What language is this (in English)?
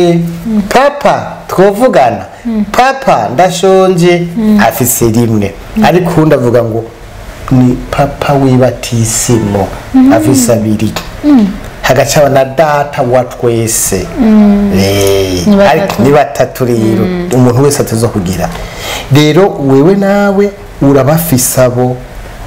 Rundi